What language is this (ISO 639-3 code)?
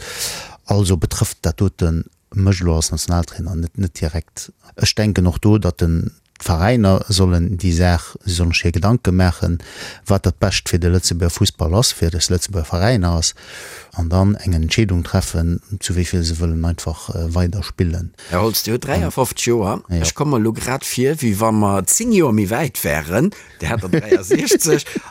ltz